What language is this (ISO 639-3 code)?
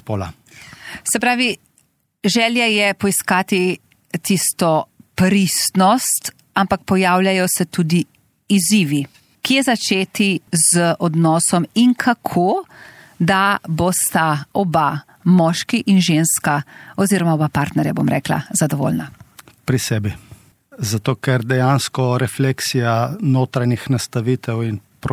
slv